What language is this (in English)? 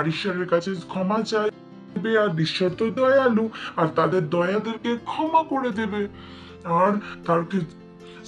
Bangla